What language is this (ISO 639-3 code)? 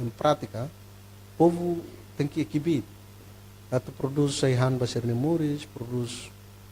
tet